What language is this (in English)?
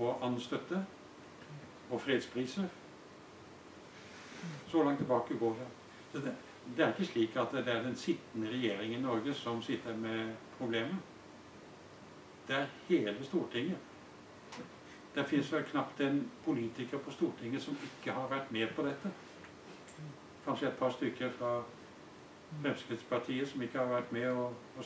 Norwegian